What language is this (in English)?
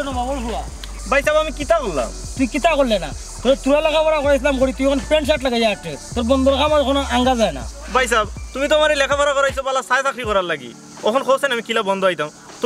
Sylheti